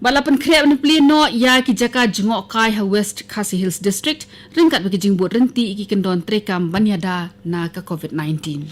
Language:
Khasi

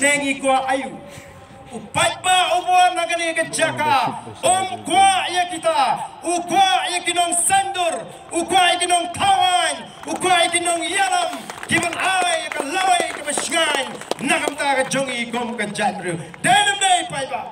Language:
Khasi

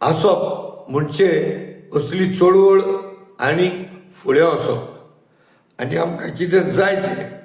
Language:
Konkani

